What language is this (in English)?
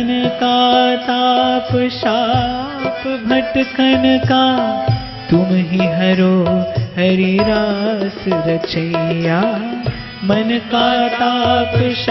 Hindi